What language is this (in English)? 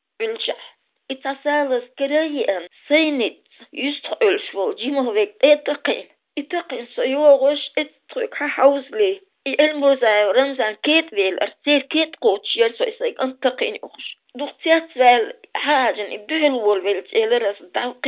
Chechen